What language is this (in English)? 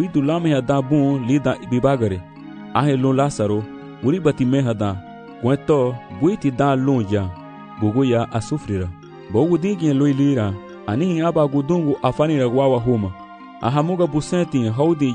Garifuna